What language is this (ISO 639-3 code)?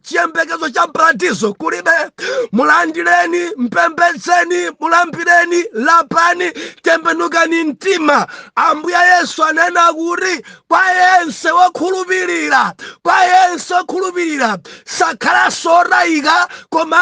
nya